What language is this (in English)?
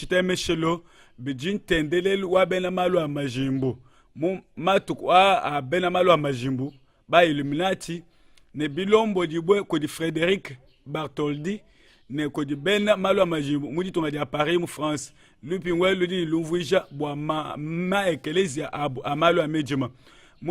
Luba-Lulua